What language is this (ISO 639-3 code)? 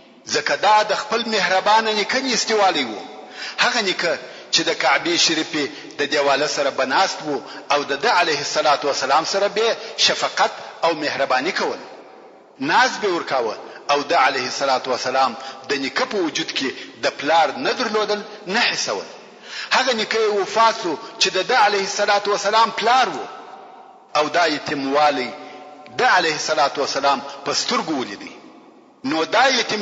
pus